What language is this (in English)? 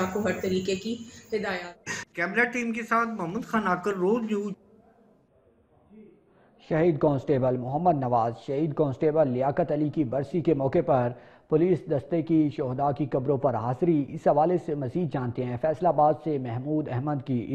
Urdu